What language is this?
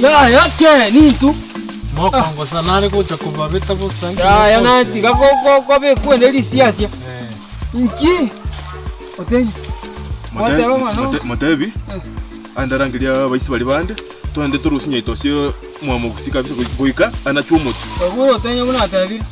Gusii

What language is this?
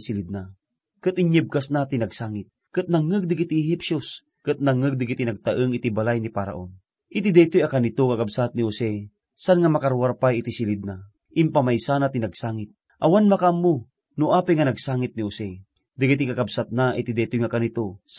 Iloko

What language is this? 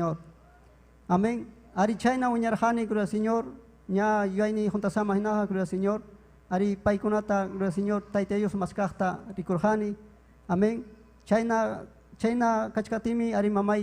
Ayacucho Quechua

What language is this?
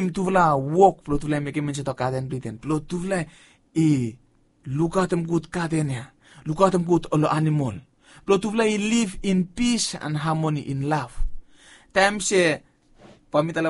Bislama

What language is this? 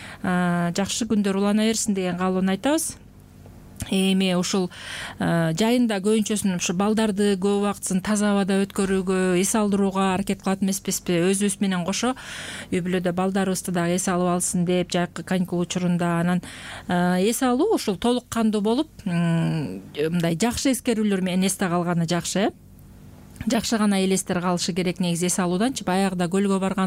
Kyrgyz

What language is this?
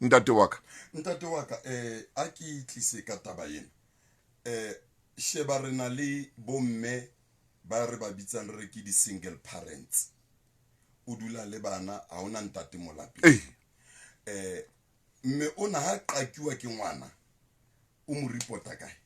Southern Sotho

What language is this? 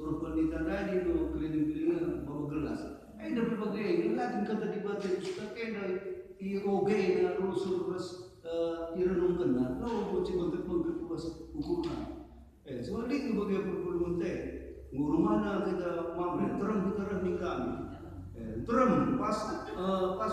Batak Karo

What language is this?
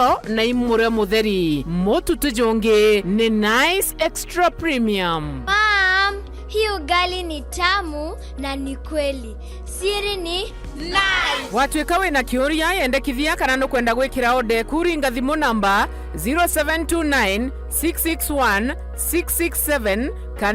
Meru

